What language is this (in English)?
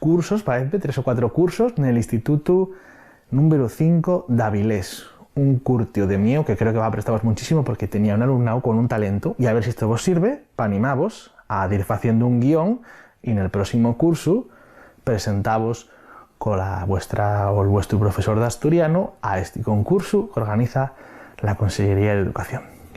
Asturian